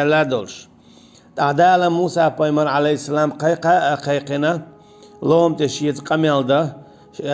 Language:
Chechen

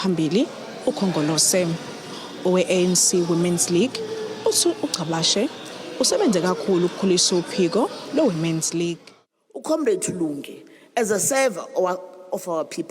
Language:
Zulu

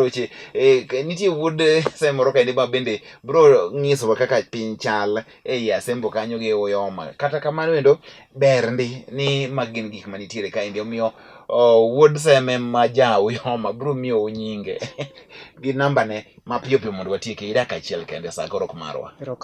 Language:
Luo (Kenya and Tanzania)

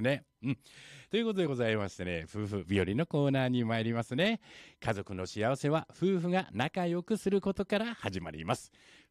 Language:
Japanese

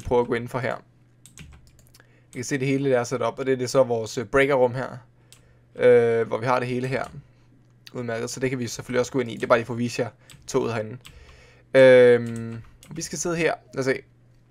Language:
Danish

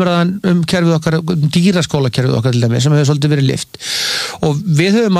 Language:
Icelandic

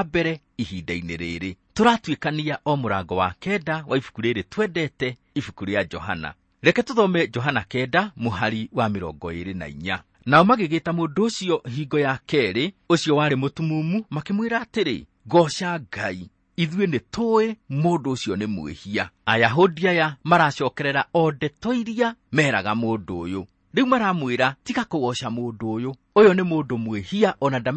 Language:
Kikuyu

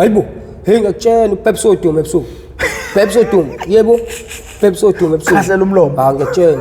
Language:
Zulu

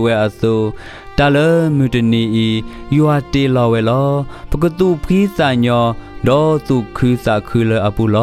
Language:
S'gaw Karen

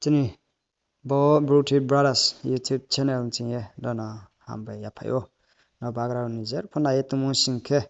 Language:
Riang (India)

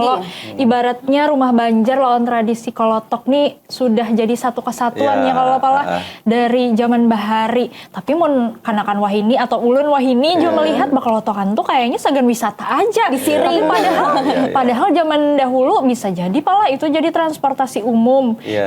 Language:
Banjar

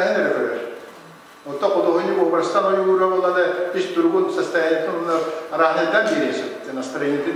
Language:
Yakut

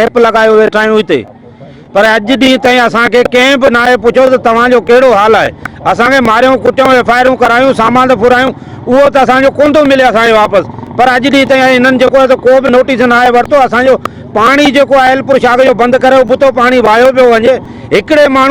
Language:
Sindhi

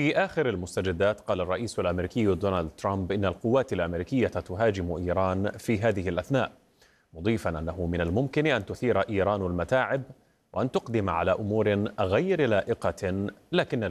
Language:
Arabic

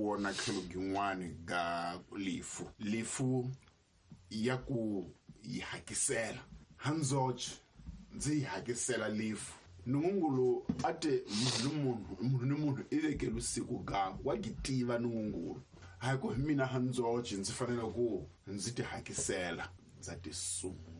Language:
Tsonga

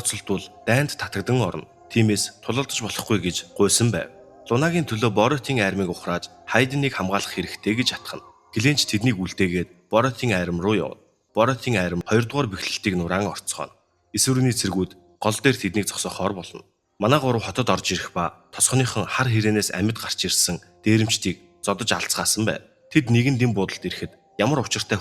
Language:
Mongolian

